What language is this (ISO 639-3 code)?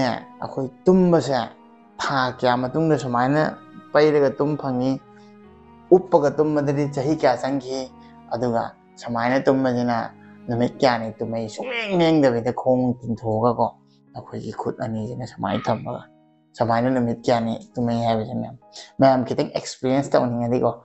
mni